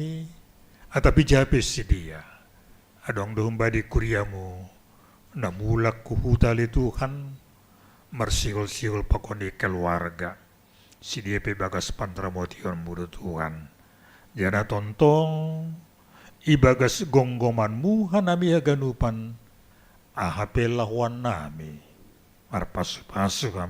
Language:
Batak Simalungun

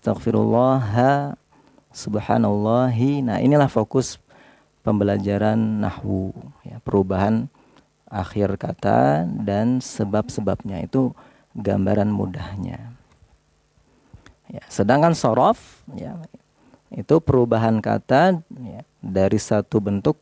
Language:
Indonesian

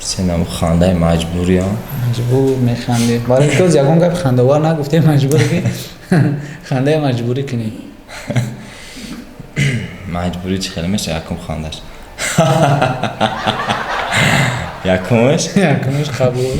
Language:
Tajik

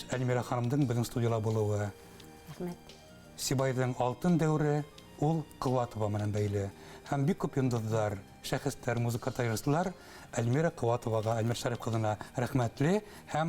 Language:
Bashkir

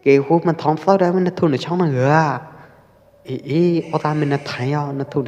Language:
Pwo Eastern Karen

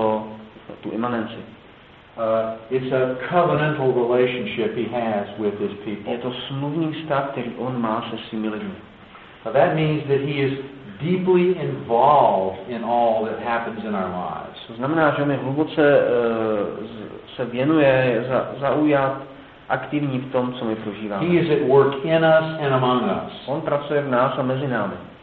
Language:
Czech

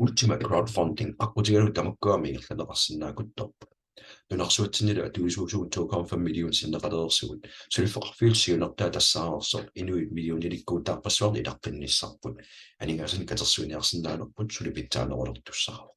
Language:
Kalaallisut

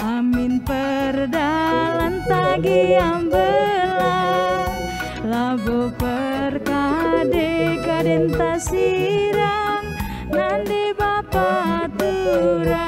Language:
Batak Karo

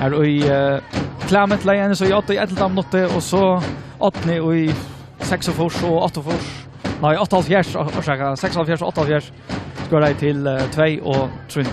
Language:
Faroese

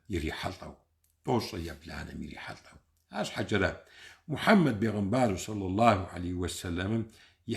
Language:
Kabardian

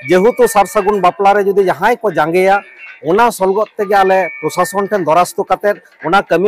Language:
Santali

